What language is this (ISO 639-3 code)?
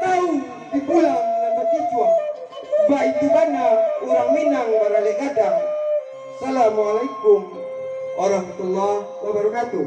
min